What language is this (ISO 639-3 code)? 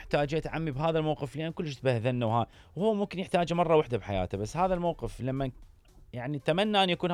acm